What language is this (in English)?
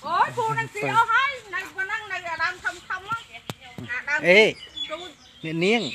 Khmer